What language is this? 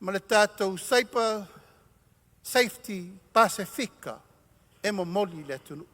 Samoan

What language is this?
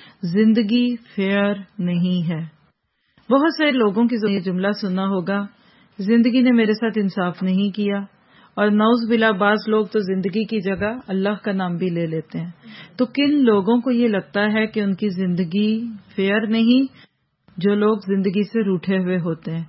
Urdu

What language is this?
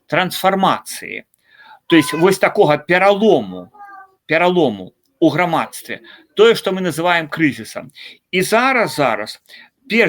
Belarusian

